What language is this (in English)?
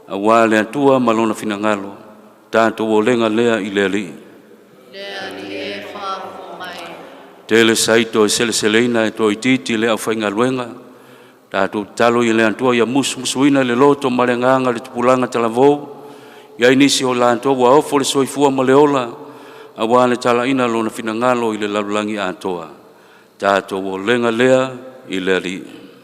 Samoan